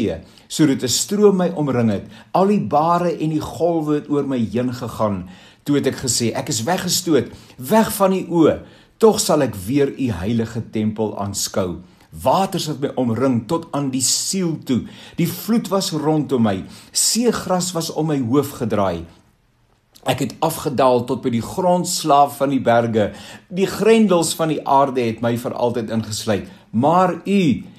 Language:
Afrikaans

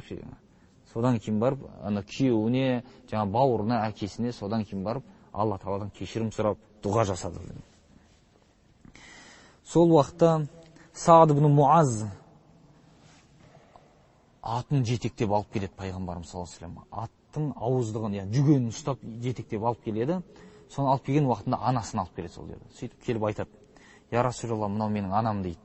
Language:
Kazakh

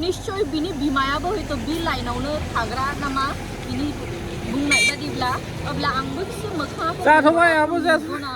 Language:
Bodo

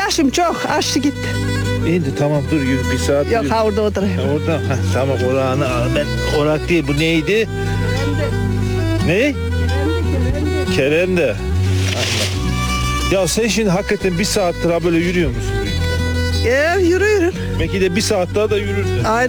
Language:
Turkish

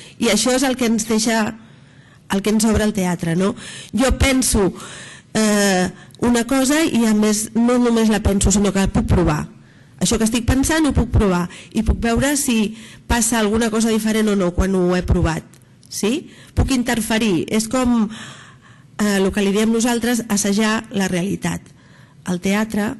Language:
Catalan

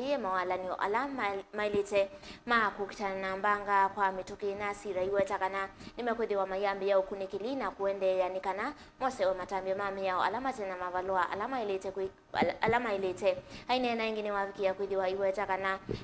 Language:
Kamba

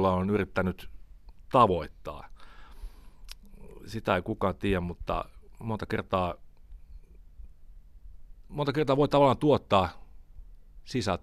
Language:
Finnish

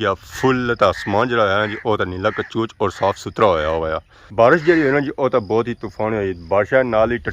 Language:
Pahari-Potwari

